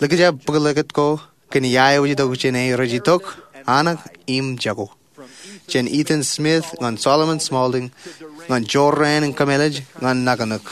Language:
Marshallese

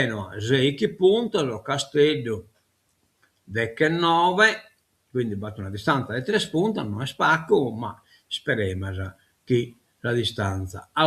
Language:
Sardinian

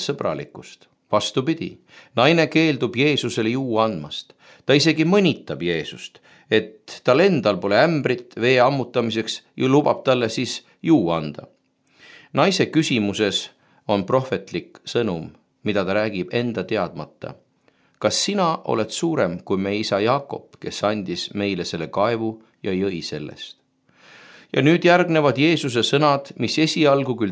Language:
Estonian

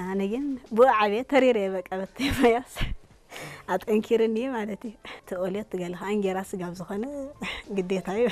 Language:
Tigrinya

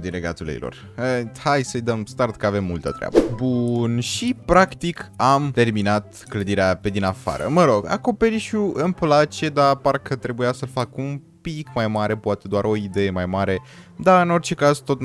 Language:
Romanian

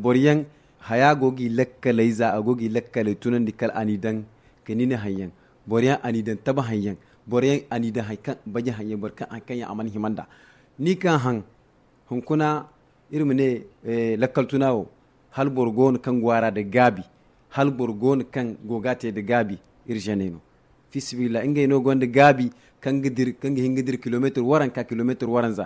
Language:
Zarma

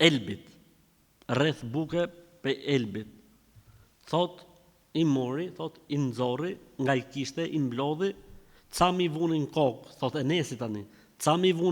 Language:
Albanian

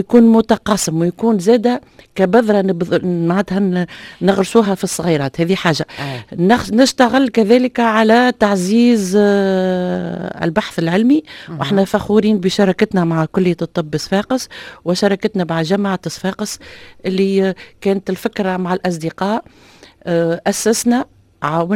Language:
Tunisian Arabic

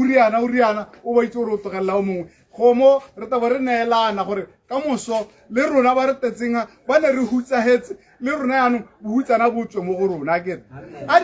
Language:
Tswana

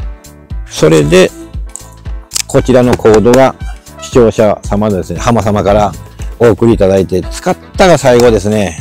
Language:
Japanese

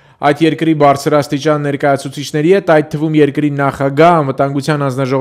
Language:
Armenian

